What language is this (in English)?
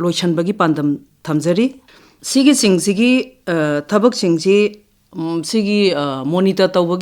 Manipuri